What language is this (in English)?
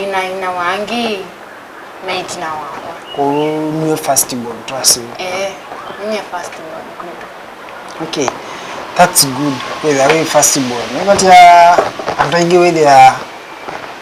Kamba